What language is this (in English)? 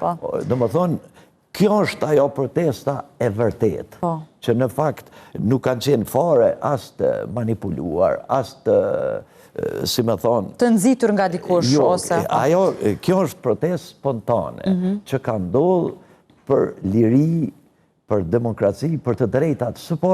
Albanian